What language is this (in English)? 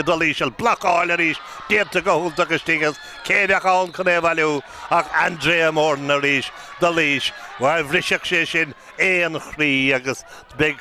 Irish